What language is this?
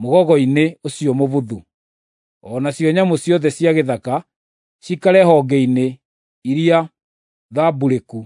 Kikuyu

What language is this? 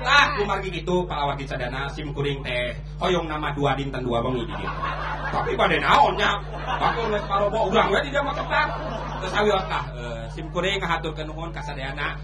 Sundanese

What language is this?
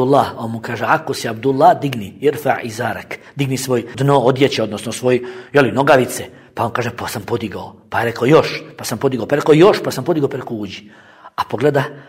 Bosnian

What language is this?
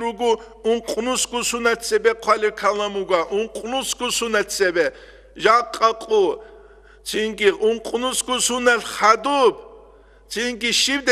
Avaric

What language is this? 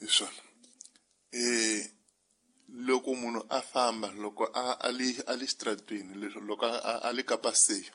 Tsonga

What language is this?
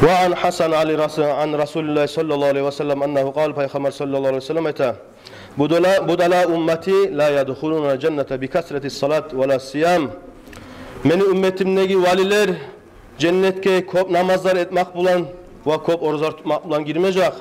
Kumyk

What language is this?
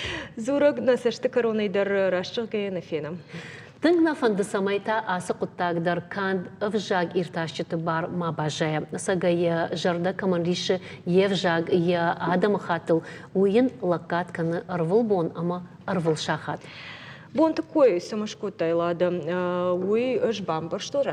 Ossetic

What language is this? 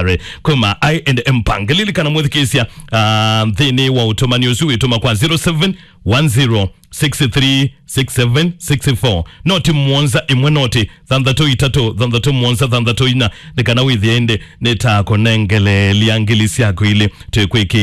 Kamba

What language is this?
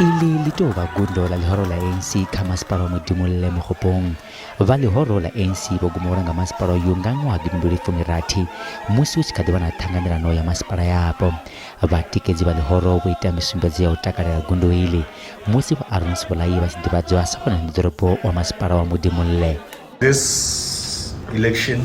Venda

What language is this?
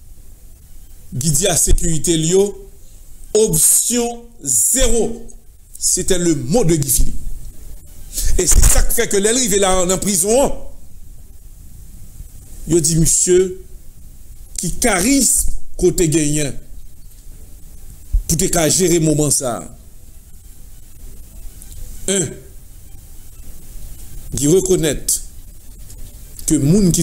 Haitian Creole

